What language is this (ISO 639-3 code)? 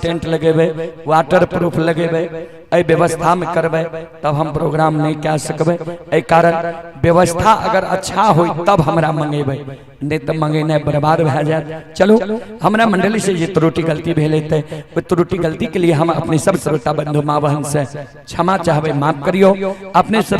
mai